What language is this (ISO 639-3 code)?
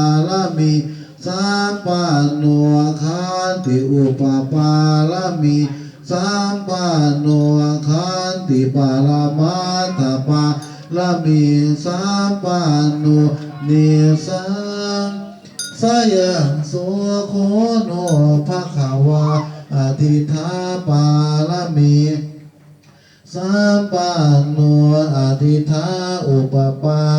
pli